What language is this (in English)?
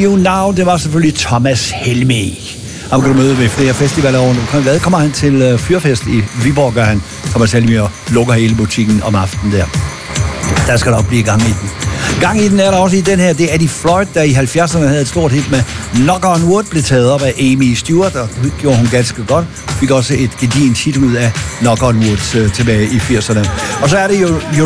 Danish